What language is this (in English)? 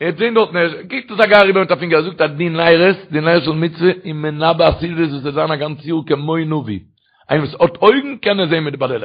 Yiddish